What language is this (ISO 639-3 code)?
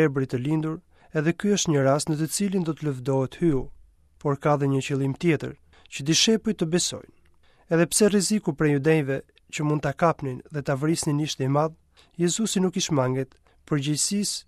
sqi